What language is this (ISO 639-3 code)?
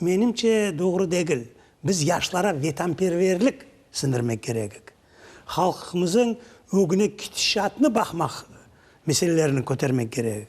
crh